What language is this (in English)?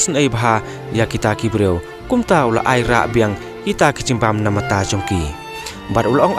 Khasi